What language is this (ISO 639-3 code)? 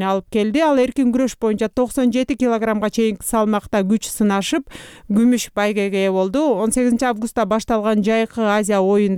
kir